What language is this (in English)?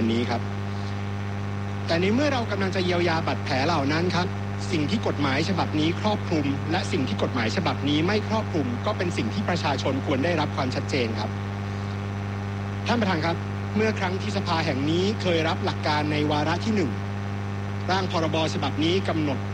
Thai